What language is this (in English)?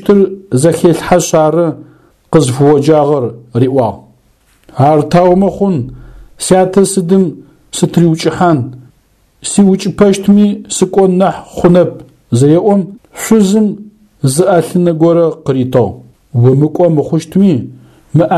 Adyghe